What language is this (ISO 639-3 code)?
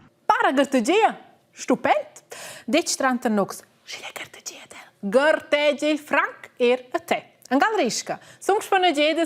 roh